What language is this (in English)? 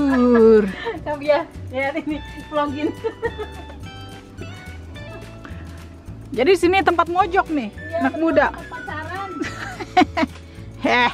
Indonesian